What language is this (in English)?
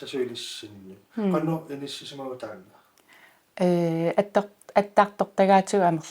Kalaallisut